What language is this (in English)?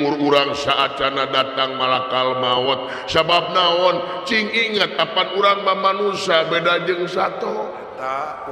Sundanese